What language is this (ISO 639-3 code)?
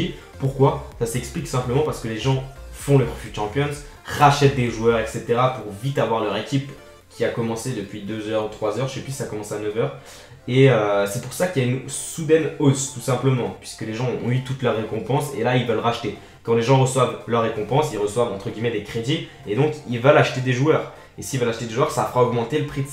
fra